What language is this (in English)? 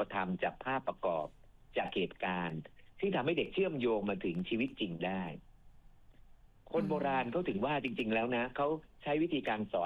Thai